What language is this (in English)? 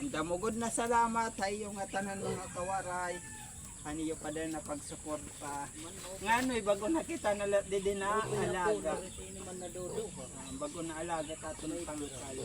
Waray